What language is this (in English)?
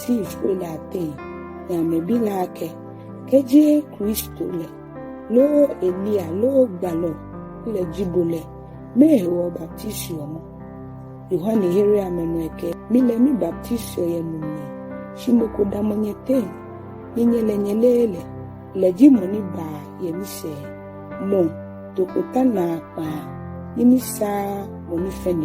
Ga